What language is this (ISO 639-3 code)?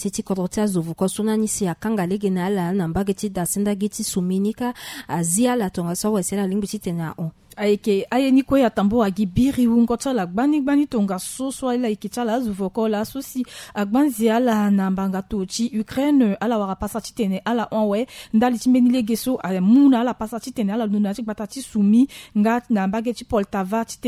sag